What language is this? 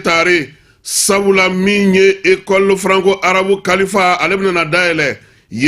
Bambara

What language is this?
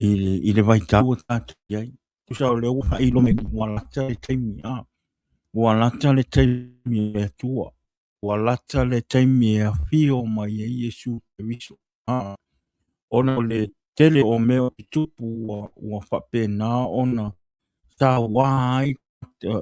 Samoan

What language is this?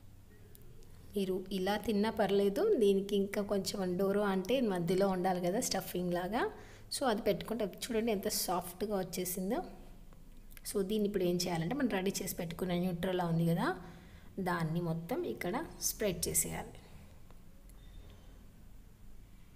Telugu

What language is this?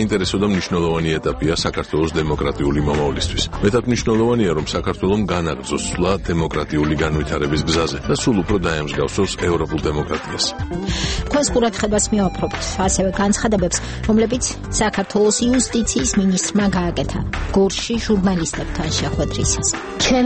Georgian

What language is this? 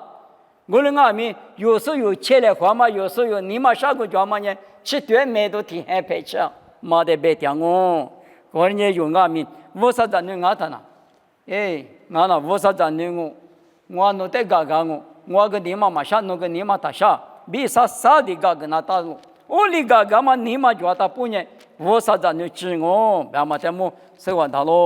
Lisu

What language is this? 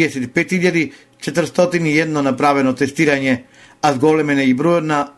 Macedonian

